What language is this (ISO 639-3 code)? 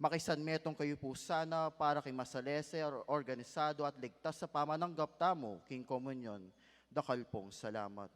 pam